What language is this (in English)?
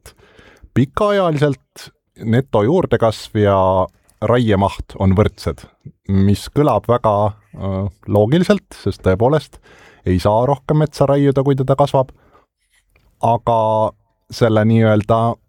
Estonian